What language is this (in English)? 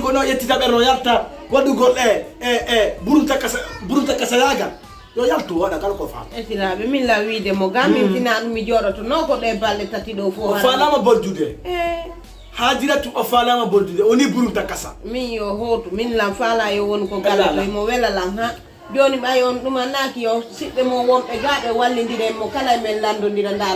Fula